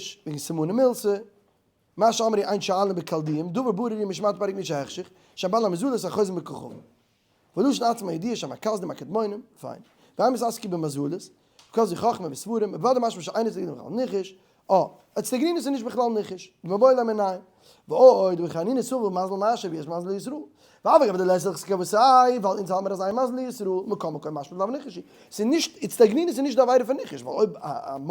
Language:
Yiddish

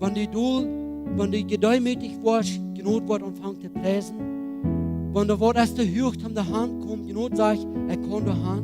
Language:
Plautdietsch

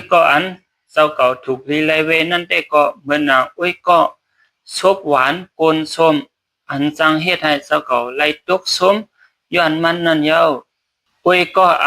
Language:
Shan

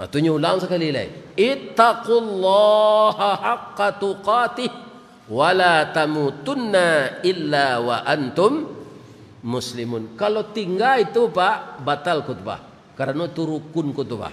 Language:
Minangkabau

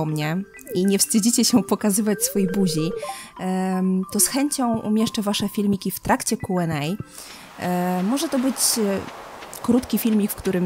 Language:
Polish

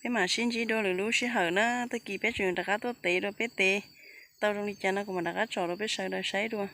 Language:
Hmong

